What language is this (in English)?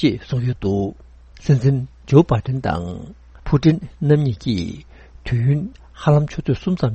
Tibetan